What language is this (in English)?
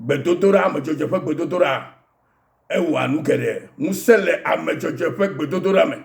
Ewe